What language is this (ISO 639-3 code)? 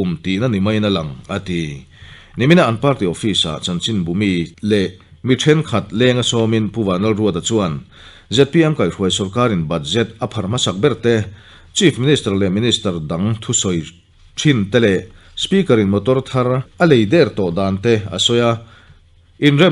lus